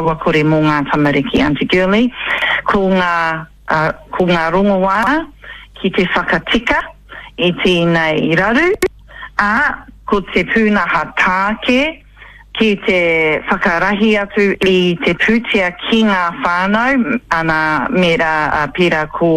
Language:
Māori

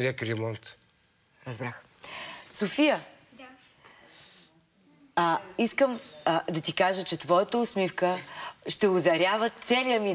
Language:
Bulgarian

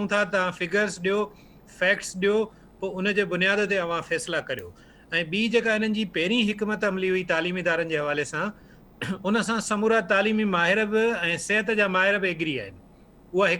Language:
Sindhi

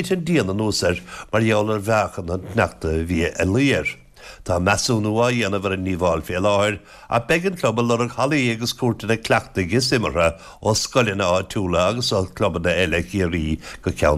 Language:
Irish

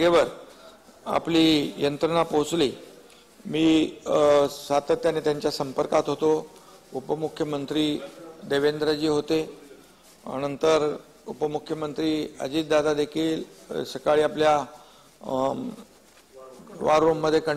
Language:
Marathi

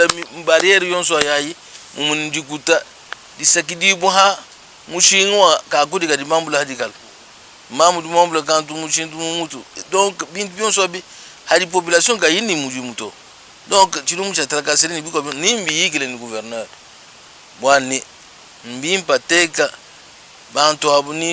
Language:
Luba-Lulua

